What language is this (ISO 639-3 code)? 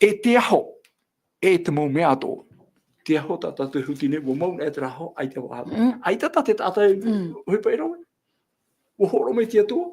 tah